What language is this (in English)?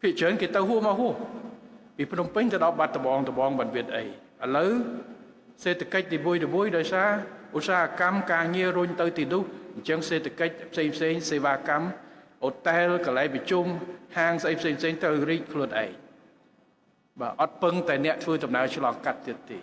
Khmer